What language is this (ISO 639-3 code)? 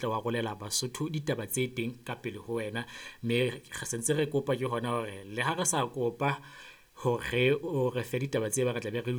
sot